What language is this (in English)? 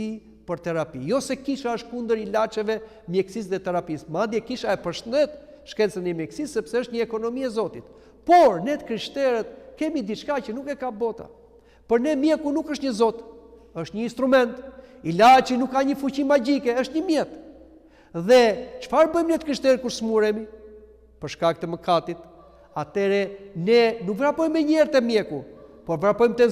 Albanian